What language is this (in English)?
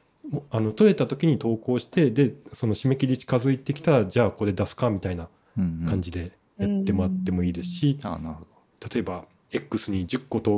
Japanese